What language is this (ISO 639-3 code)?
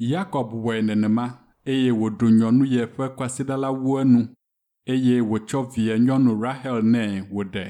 ewe